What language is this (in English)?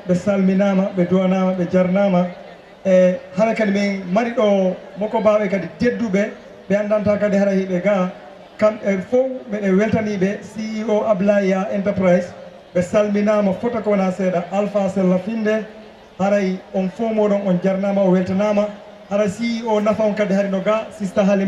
Fula